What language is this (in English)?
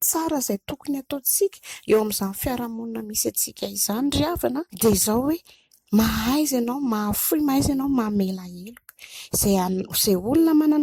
Malagasy